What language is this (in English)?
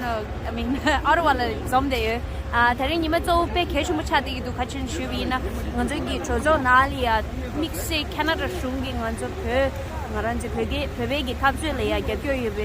Tibetan